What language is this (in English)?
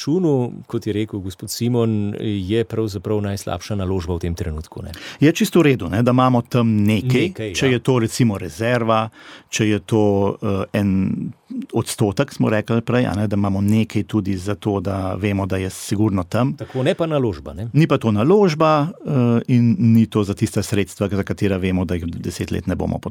Slovenian